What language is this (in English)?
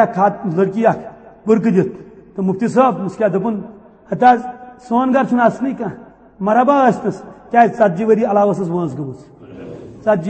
Kashmiri